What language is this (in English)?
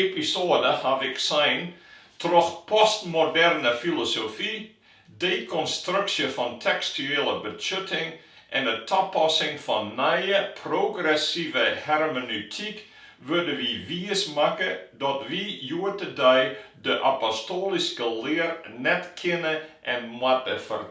Western Frisian